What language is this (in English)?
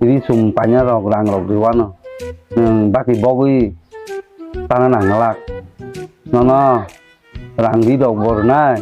Kok Borok